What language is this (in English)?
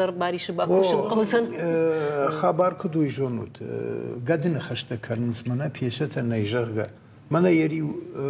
Ossetic